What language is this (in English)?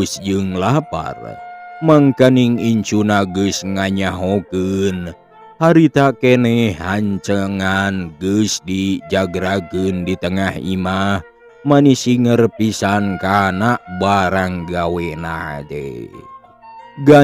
Sundanese